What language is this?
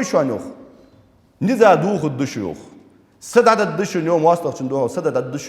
Ingush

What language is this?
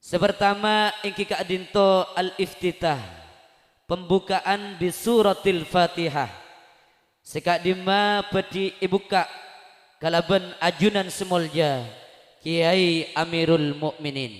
Madurese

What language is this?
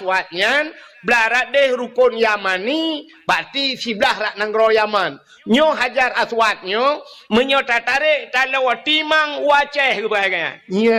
Achinese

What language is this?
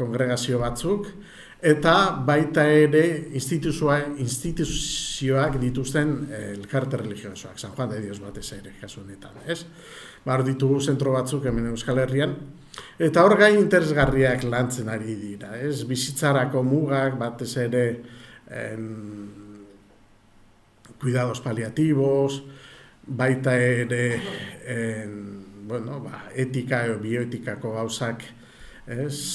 Basque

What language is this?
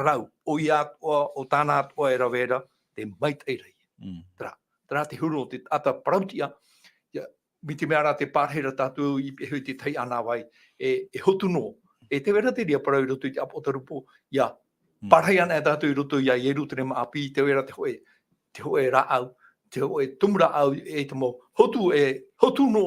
Tahitian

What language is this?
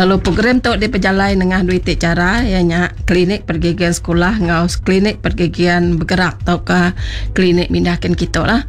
Iban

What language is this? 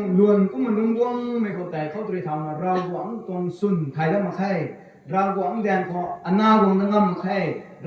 Rongmei Naga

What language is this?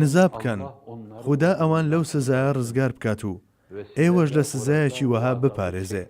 Central Kurdish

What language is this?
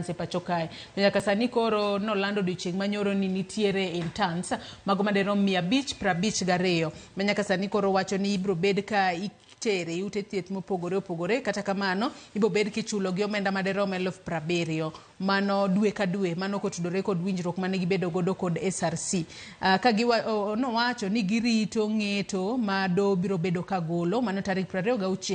Luo (Kenya and Tanzania)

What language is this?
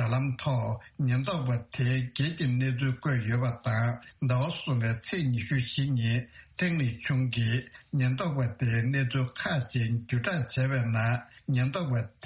Tibetan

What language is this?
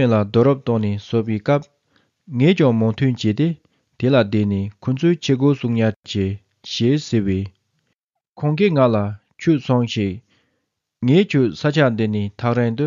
Tibetan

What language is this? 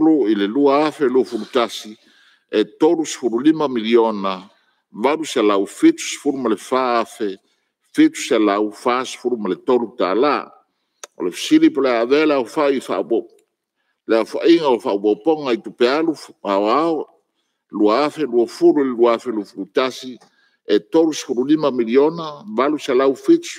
Samoan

